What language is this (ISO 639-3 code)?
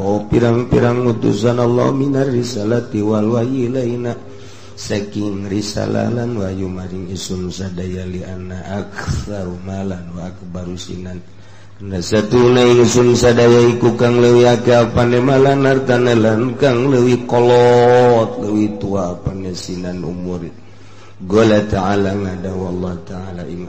sun